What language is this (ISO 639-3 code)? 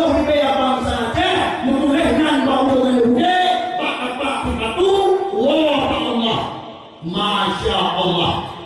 ace